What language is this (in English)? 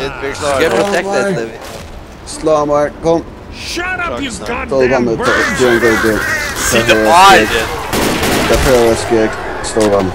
Faroese